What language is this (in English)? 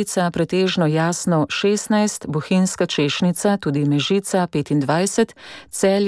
Slovenian